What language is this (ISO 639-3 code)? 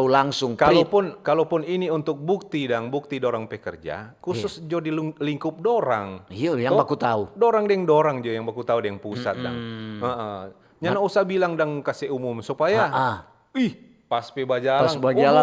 xmm